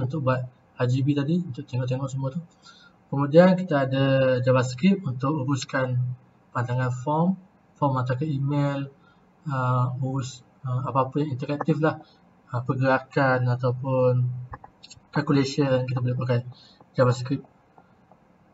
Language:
Malay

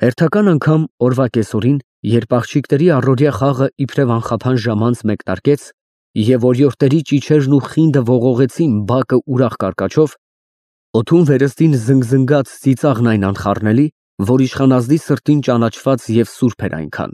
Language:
Armenian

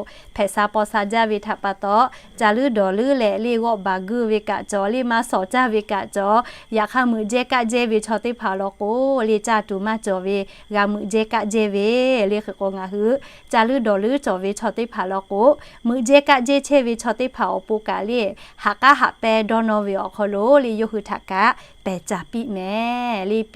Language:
Lahu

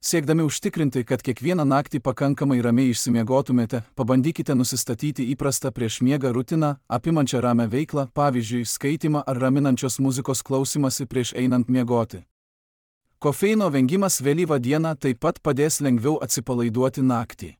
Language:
Lithuanian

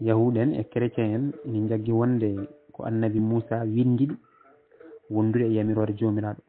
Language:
Fula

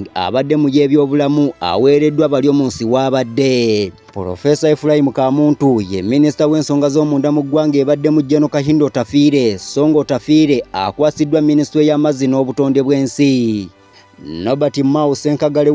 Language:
Ganda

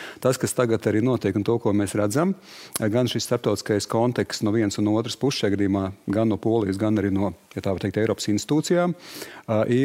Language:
Latvian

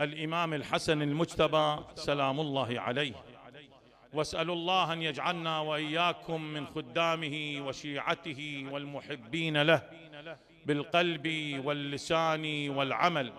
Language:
Mesopotamian Arabic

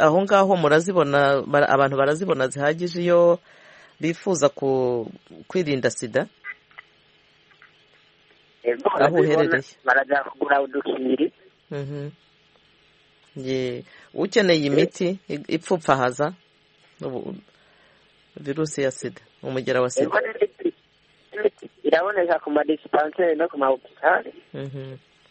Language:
Kinyarwanda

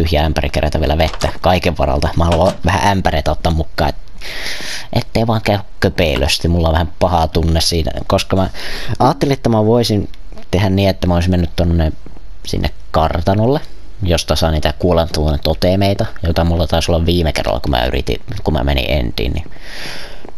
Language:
Finnish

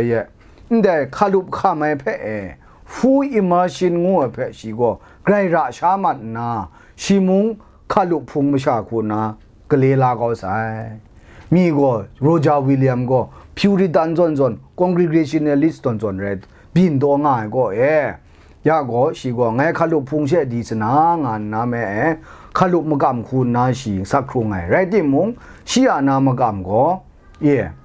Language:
Kachin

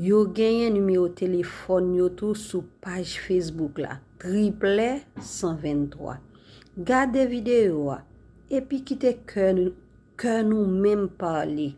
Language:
Haitian Creole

